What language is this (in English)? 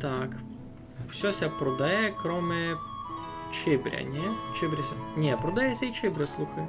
Rusyn